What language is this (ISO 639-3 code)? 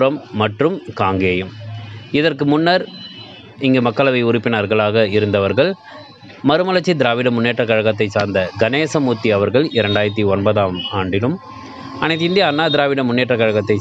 tam